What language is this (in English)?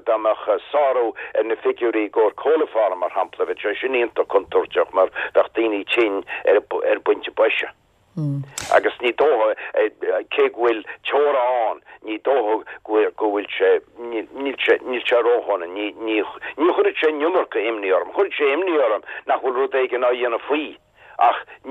Irish